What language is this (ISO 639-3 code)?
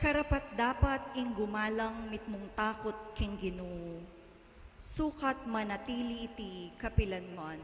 pam